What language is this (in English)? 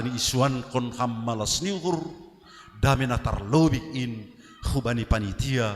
Batak Simalungun